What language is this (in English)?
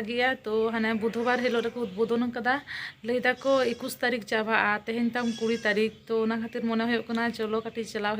Santali